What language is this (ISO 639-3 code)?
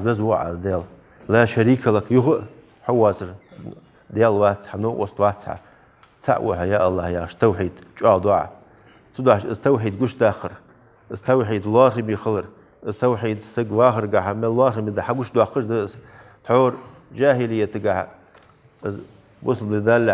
inh